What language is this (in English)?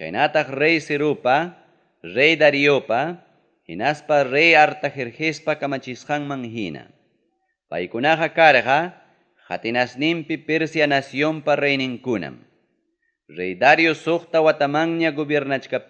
Ayacucho Quechua